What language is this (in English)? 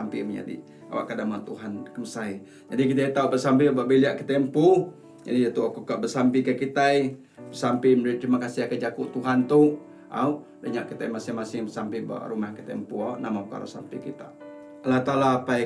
Iban